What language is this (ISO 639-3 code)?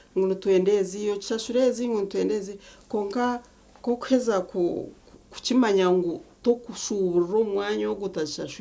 nyn